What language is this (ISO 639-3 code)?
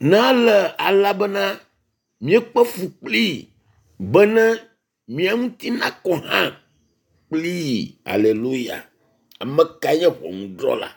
ewe